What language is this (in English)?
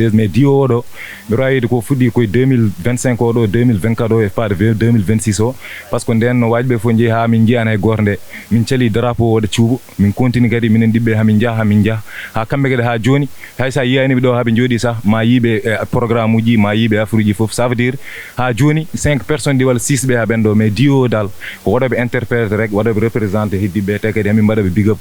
Fula